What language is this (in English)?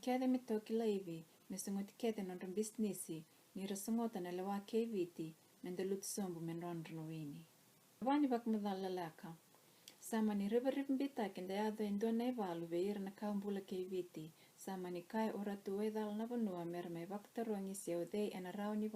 Fijian